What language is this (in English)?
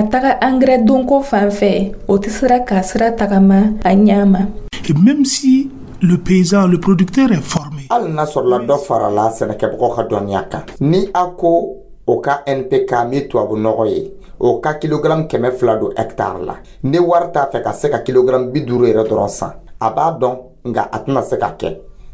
Dyula